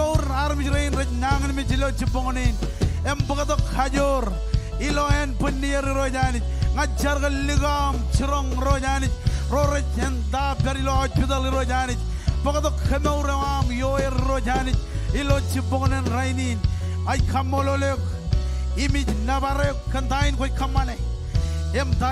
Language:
Marshallese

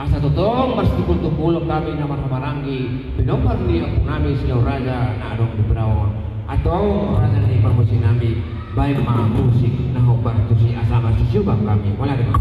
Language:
Batak Toba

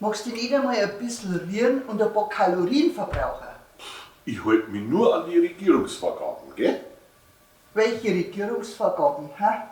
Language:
Bavarian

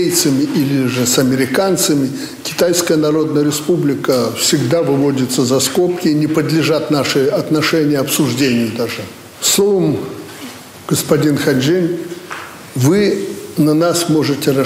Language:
Russian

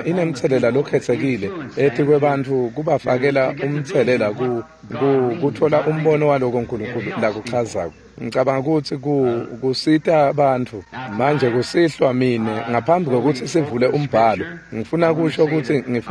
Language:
Swati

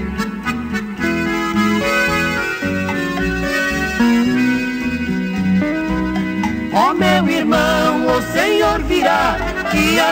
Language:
Portuguese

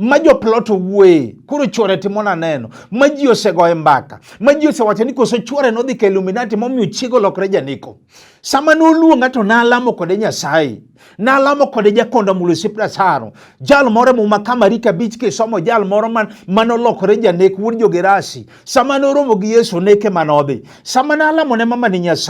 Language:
Luo (Kenya and Tanzania)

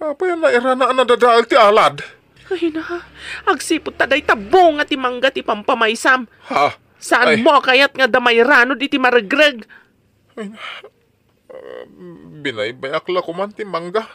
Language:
Iloko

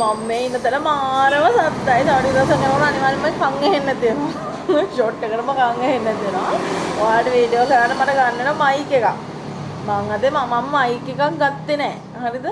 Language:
Sinhala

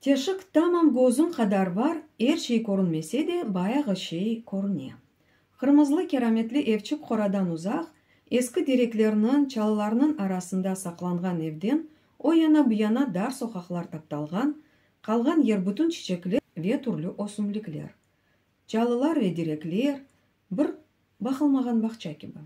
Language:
Crimean Tatar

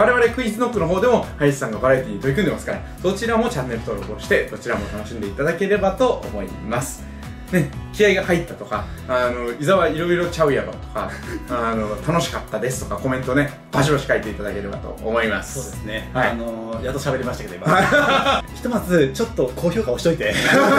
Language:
Japanese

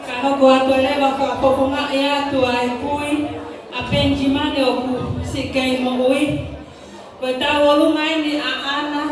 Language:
Tongan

